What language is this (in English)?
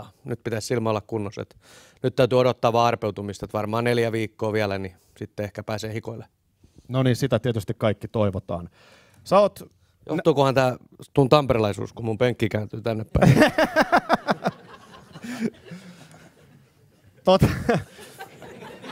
Finnish